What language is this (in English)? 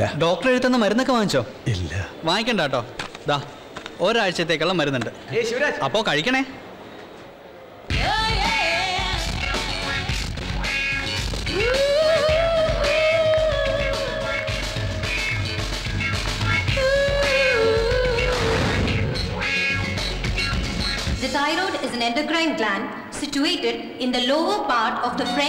Malayalam